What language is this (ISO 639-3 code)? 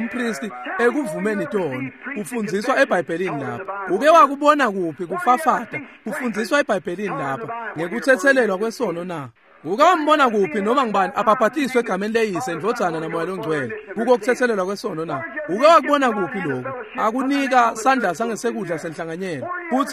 ssw